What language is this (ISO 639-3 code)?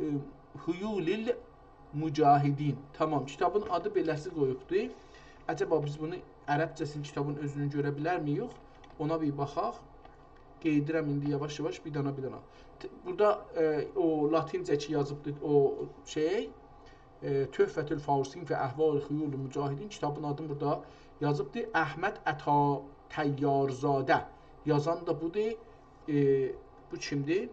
azb